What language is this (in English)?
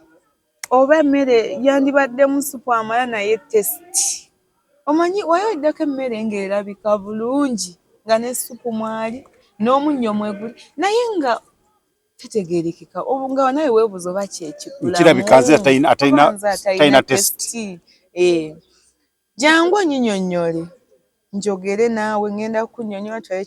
Ganda